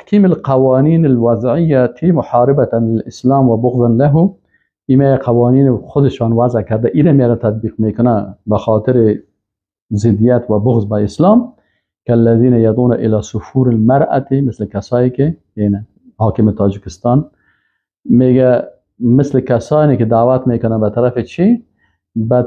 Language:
Persian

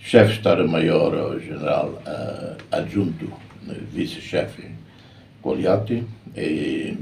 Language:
Tetum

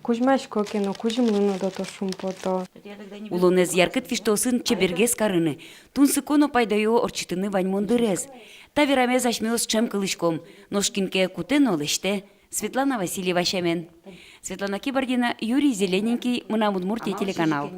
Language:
Udmurt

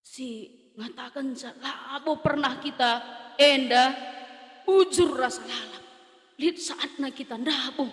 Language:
Batak Karo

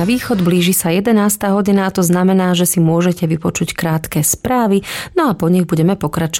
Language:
Slovak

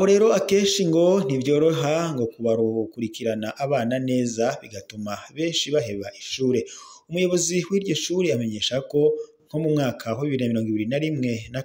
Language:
Rundi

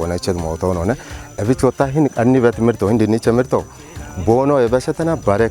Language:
Kafa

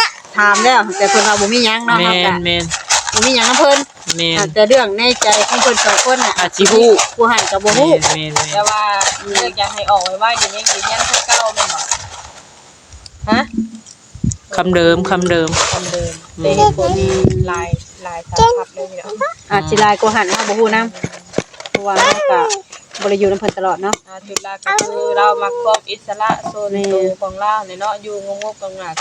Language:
Northeastern Thai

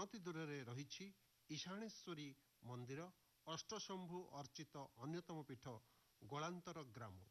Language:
Odia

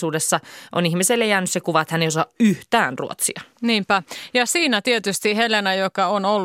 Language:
Finnish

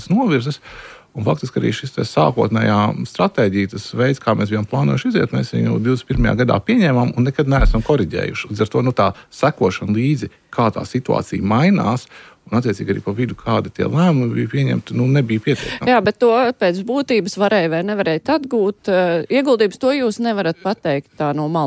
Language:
Latvian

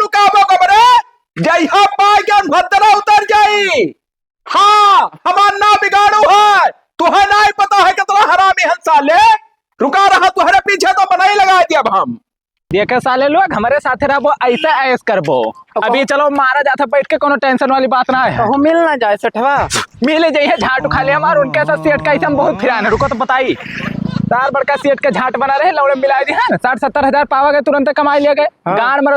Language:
Awadhi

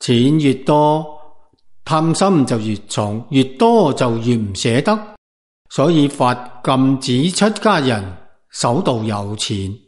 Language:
Cantonese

